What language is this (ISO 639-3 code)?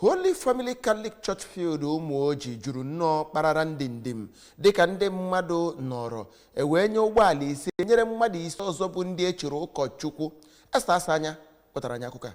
ibo